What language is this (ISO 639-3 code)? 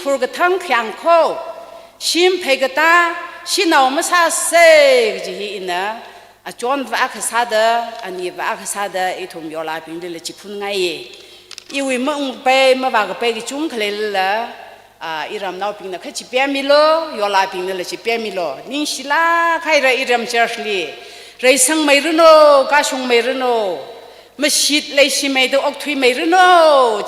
nmf